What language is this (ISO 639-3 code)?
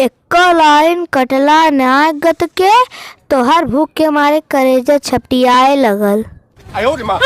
bho